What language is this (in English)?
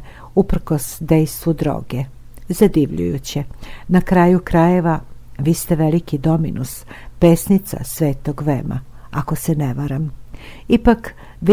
Serbian